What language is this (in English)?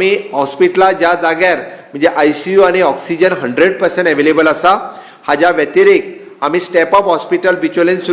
Konkani